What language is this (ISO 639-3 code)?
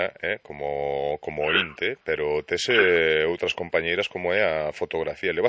glg